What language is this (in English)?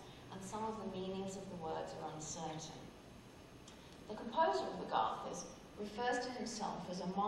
English